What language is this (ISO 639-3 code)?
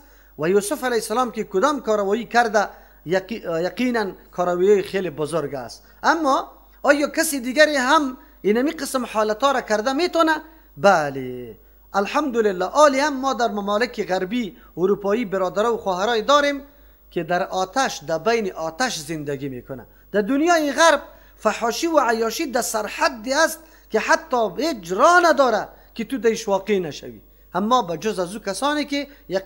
fas